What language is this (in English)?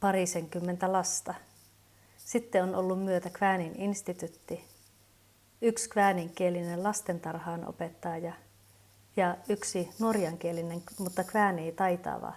Kven Finnish